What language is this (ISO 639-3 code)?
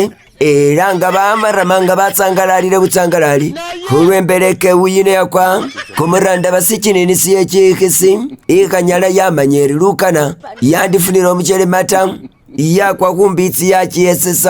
myx